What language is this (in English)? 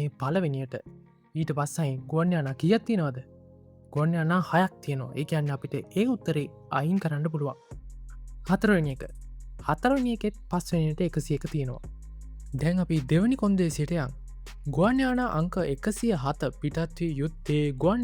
Sinhala